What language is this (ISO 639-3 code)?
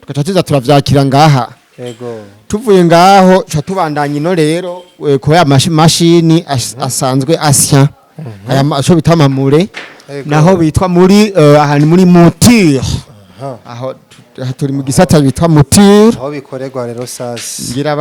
run